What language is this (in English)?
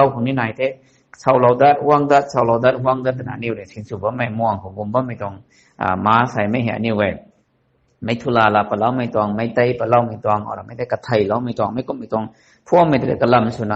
Rongmei Naga